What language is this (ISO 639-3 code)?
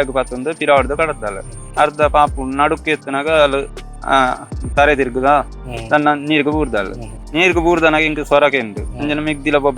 tcy